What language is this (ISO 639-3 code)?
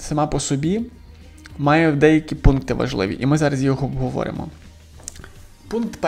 ukr